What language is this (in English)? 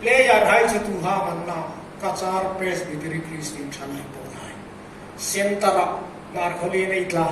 Hmar